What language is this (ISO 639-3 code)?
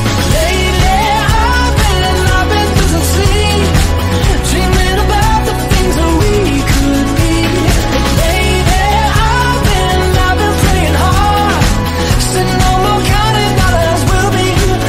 eng